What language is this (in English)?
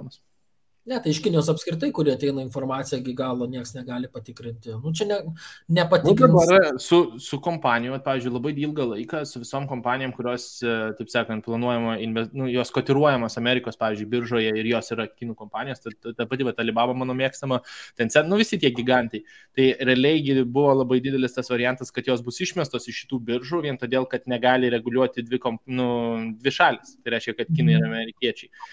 Lithuanian